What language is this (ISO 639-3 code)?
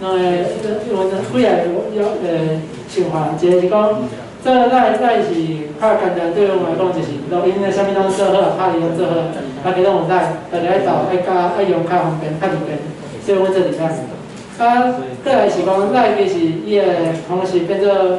nan